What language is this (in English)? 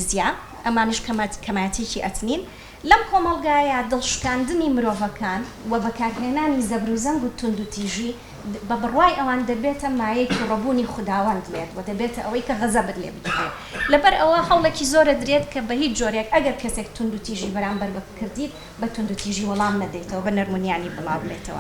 Central Kurdish